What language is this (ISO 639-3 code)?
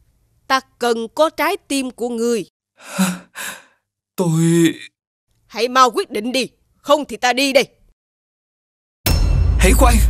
vie